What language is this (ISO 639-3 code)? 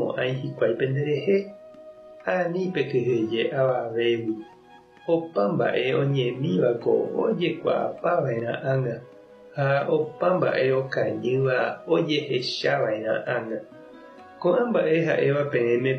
grn